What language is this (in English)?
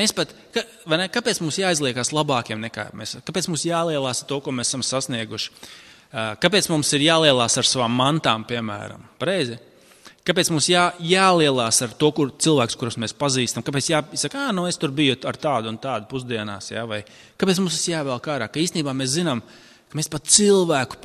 Latvian